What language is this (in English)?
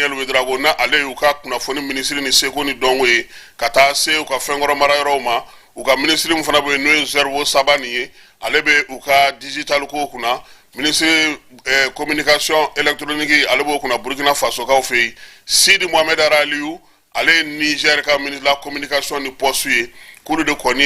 Bambara